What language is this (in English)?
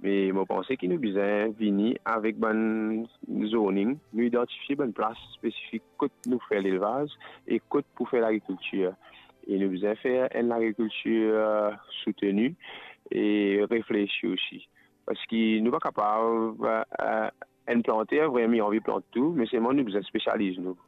Morisyen